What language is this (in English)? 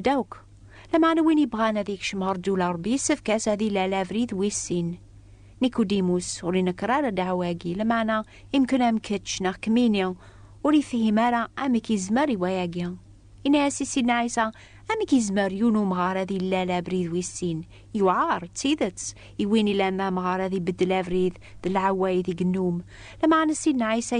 Kabyle